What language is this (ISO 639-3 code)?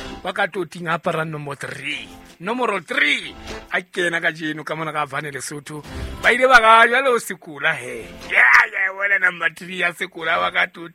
sot